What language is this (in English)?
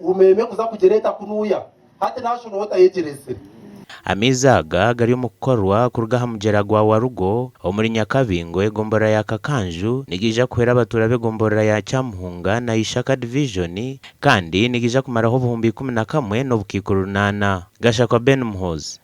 Nyankole